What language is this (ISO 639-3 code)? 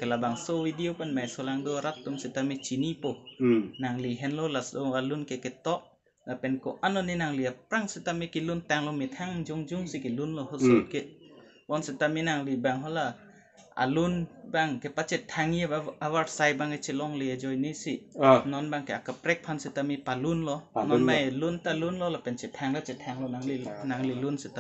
mjw